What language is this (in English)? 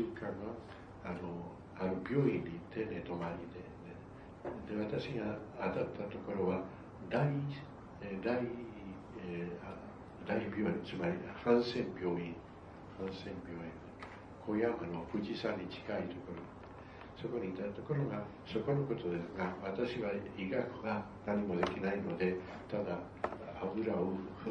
Japanese